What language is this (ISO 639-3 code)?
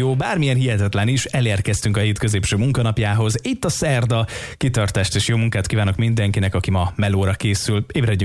hun